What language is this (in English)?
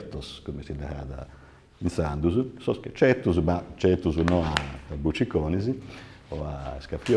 Sardinian